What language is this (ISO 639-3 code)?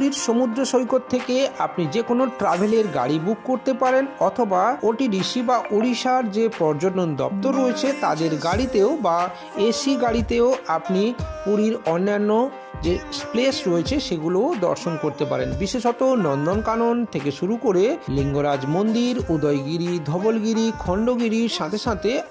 ben